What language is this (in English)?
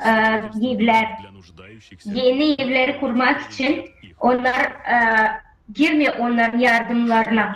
Gagauz